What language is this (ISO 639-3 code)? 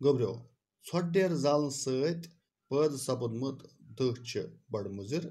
kas